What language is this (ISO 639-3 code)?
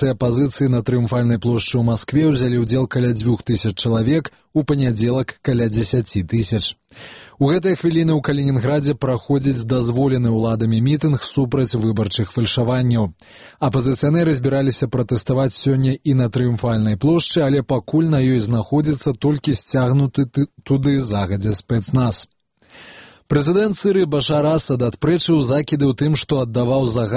bel